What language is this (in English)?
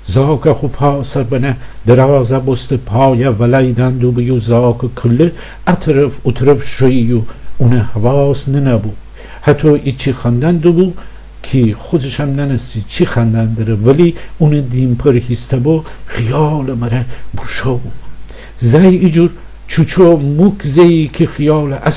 Gilaki